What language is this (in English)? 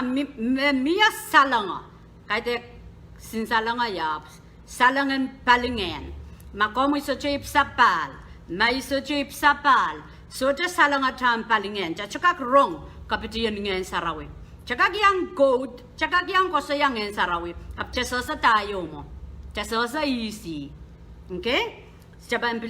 Pohnpeian